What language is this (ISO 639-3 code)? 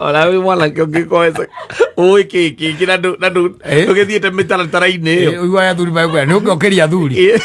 kik